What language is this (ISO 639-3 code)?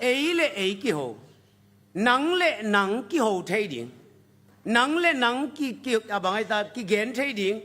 ctd